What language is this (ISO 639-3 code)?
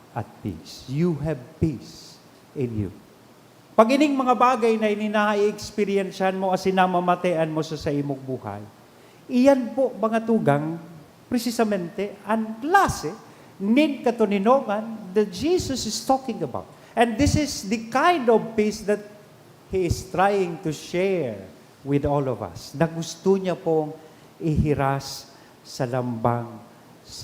bik